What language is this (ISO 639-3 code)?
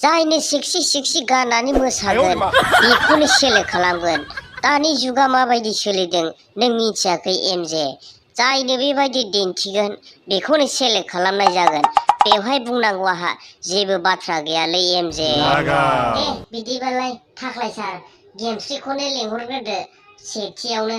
brx